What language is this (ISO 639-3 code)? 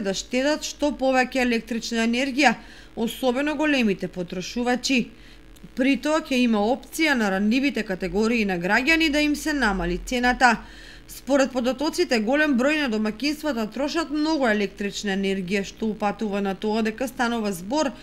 mkd